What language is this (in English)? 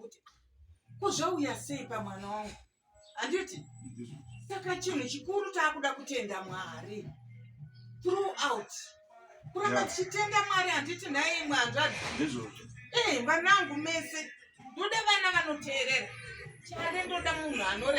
Shona